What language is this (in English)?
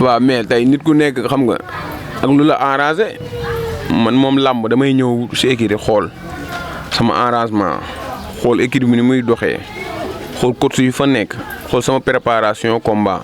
Wolof